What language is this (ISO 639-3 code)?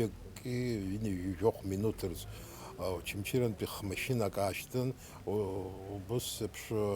abk